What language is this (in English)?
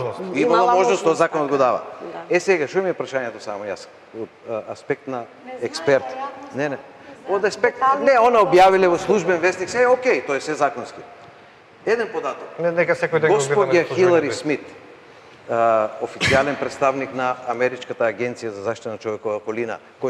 Macedonian